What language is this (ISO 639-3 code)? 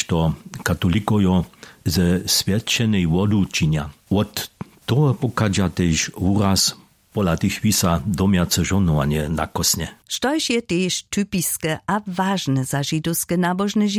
hsb